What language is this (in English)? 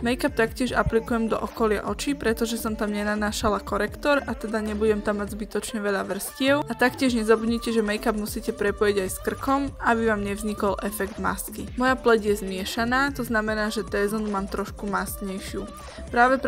Slovak